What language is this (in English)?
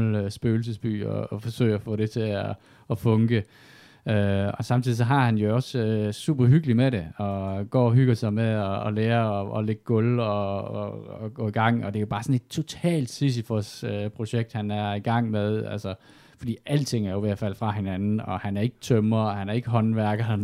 Danish